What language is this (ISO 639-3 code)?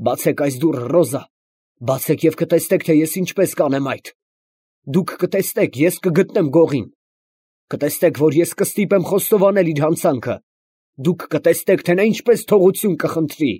hye